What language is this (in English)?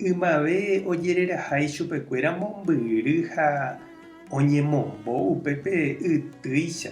Guarani